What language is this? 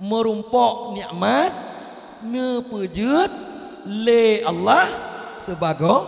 Achinese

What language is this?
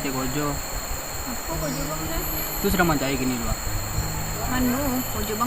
Minangkabau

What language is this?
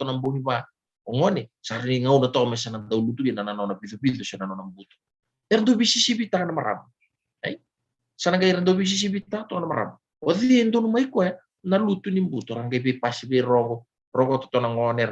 Fijian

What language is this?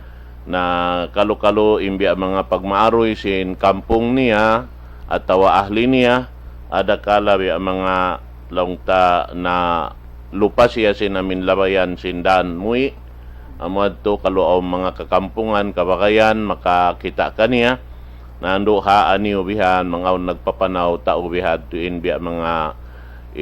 Tausug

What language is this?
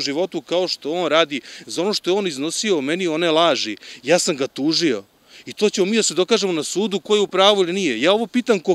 Serbian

